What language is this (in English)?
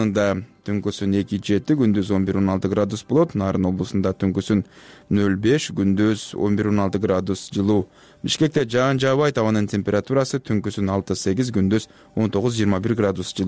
Kyrgyz